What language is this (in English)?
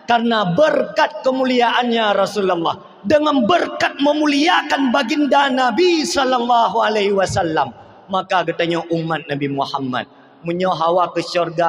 Achinese